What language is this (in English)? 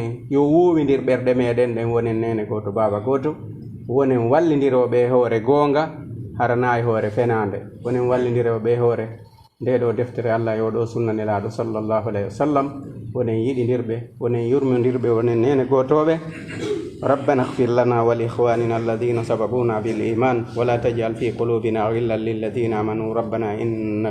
Fula